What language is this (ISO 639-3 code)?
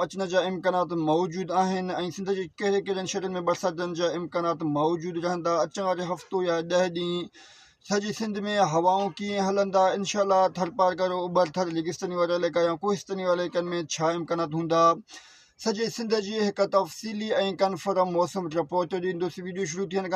snd